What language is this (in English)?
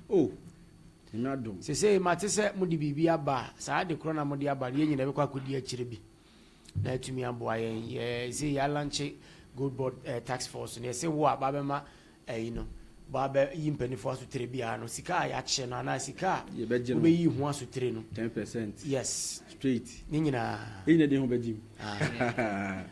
Akan